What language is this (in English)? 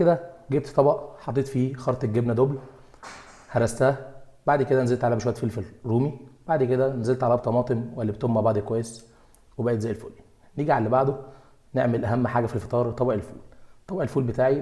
Egyptian Arabic